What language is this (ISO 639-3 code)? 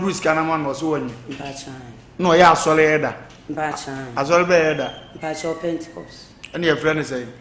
aka